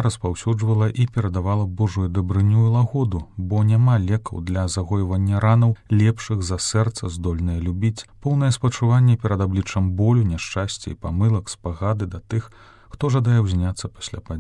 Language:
Belarusian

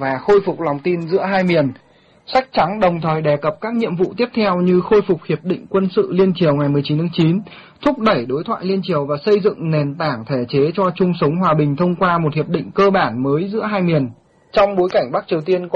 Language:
Vietnamese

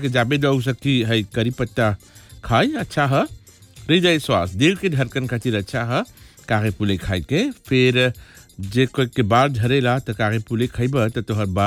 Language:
Bhojpuri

